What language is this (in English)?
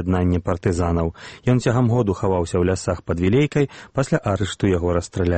Belarusian